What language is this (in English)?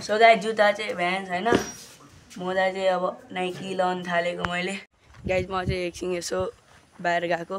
Nepali